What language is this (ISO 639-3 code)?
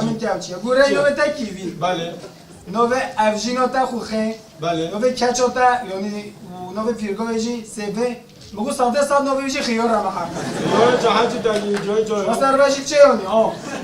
kur